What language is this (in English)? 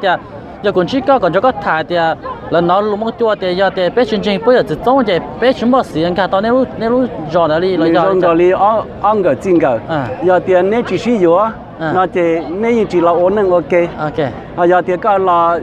Hmong